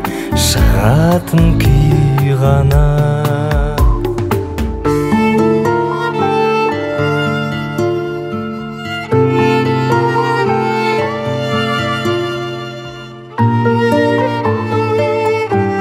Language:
Kazakh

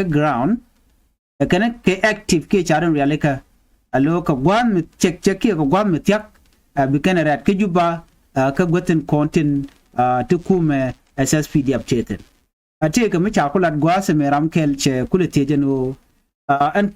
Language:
Nuer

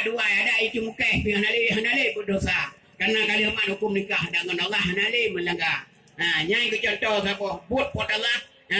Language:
Achinese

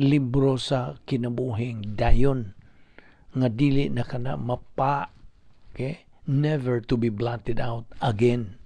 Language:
Cebuano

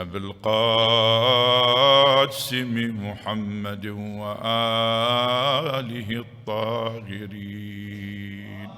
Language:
Mesopotamian Arabic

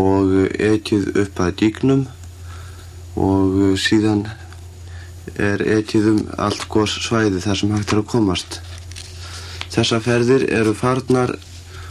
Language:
Icelandic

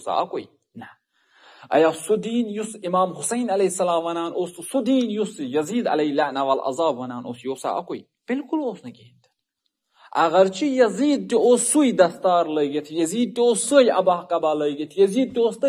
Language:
Kashmiri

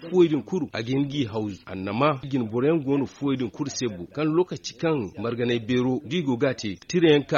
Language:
Zarma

